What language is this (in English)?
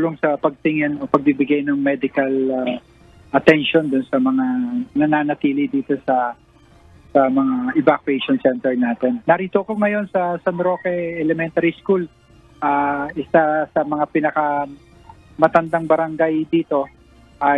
Filipino